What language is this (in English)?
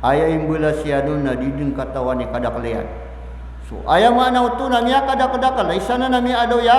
Maranao